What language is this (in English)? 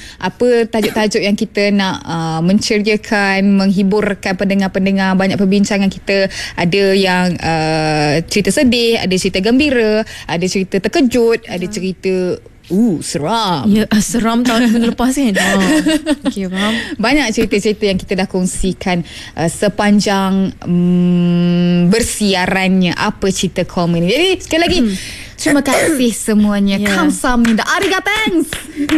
Malay